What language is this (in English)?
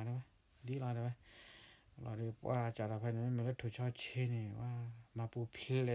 S'gaw Karen